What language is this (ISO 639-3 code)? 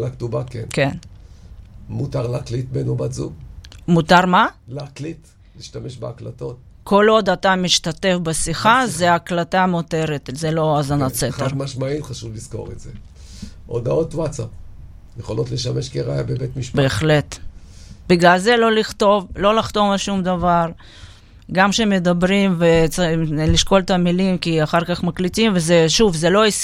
heb